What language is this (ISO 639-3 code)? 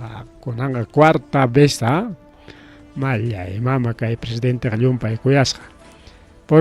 quy